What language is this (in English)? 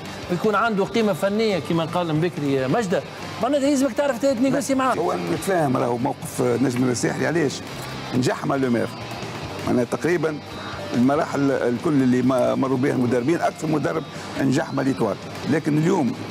Tunisian Arabic